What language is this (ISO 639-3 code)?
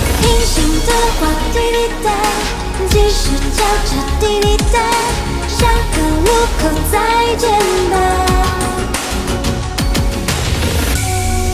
zho